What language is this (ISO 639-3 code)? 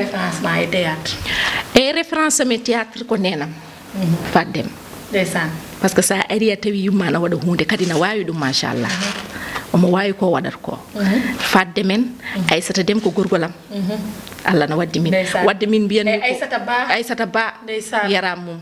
ful